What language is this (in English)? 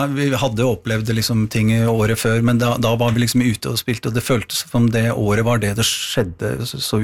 Norwegian